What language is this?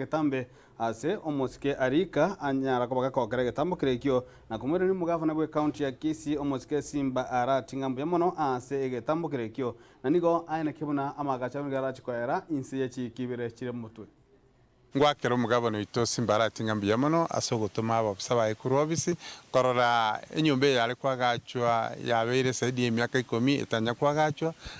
Gusii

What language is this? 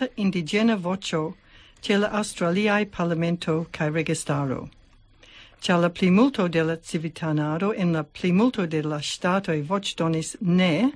Esperanto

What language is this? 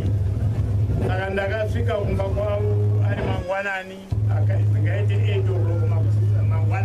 Shona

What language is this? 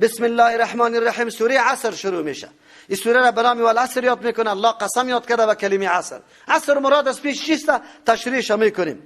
Persian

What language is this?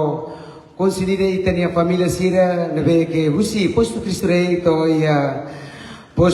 Tetum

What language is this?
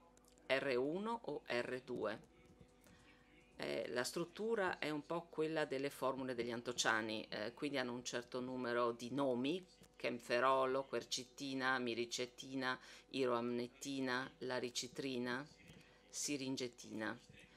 Italian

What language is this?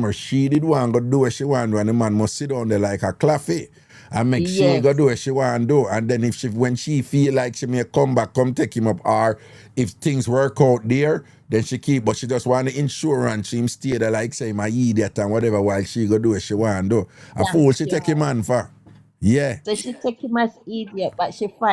Jamaican Creole English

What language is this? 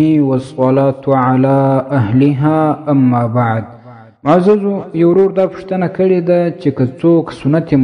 Pashto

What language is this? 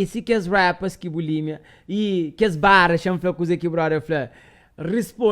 Kabuverdianu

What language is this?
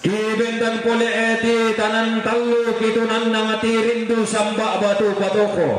Toraja-Sa'dan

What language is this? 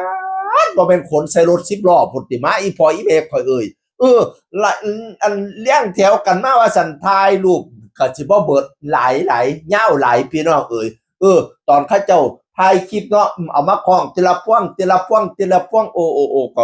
Northeastern Thai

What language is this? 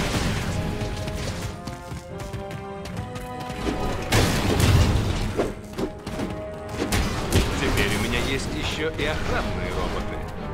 Russian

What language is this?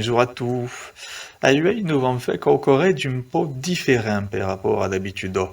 Occitan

